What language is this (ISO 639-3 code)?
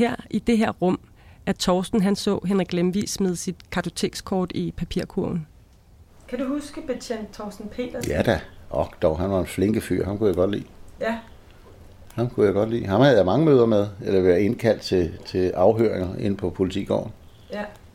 dan